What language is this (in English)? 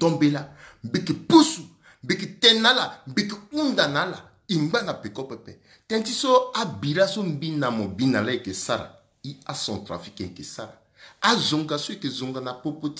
Sango